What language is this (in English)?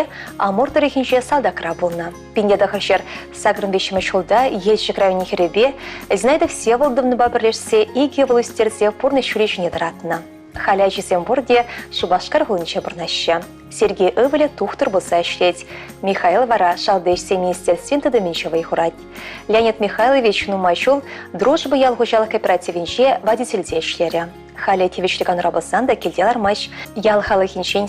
Chuvash